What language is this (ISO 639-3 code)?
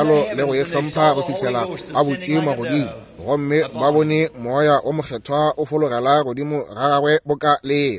nso